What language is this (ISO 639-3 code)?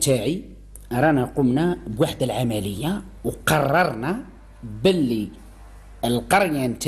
arq